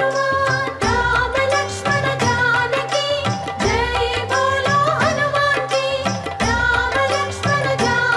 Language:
Telugu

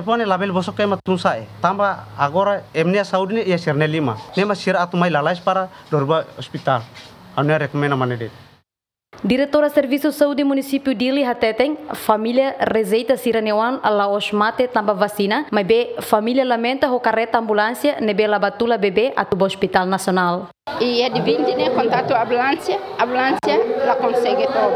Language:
Tetum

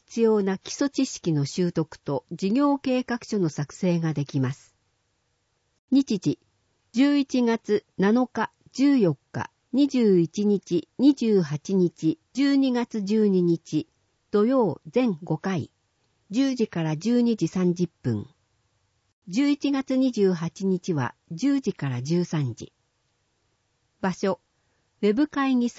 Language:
Japanese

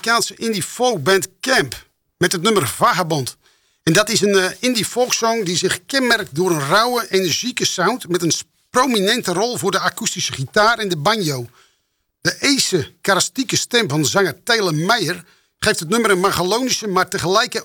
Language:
Dutch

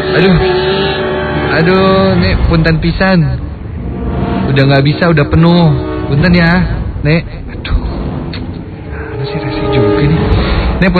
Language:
Indonesian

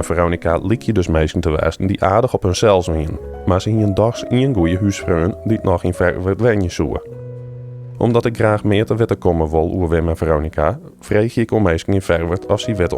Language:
Western Frisian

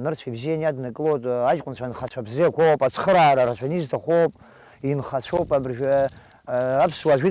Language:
Abkhazian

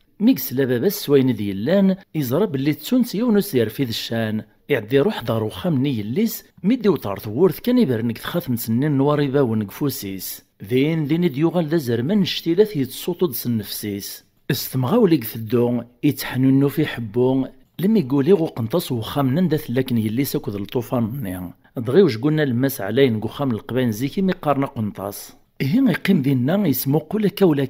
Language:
Kabyle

